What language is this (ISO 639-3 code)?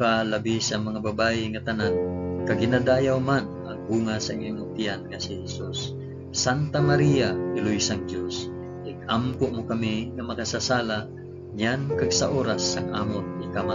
hil